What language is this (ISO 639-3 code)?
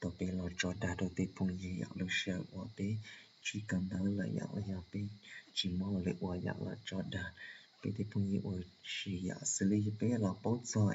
hmn